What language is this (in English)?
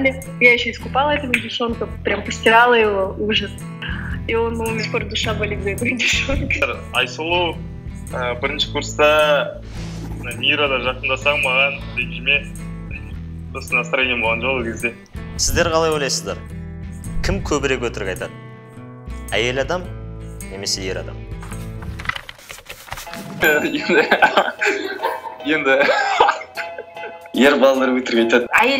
Kazakh